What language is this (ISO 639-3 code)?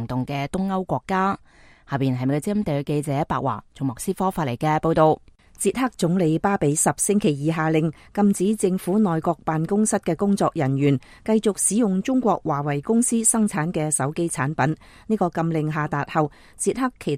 yue